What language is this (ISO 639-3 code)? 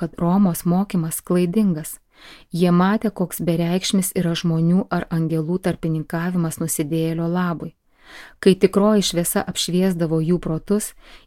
lit